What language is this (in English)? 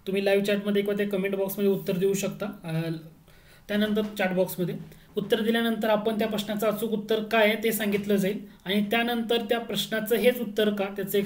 Marathi